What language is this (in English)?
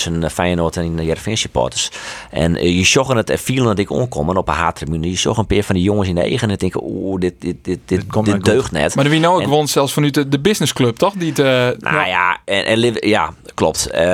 Western Frisian